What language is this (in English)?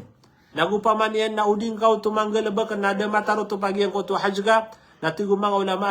Maranao